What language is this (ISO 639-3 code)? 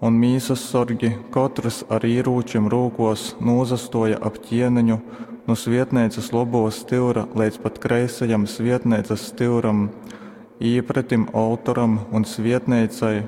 ltg